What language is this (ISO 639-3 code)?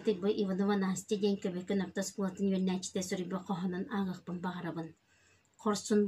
sah